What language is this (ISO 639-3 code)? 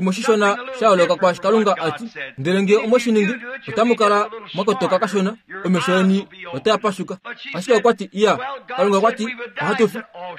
kua